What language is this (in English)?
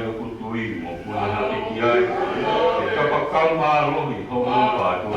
Tongan